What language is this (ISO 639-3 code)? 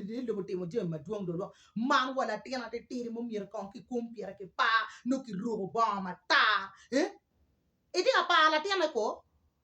ach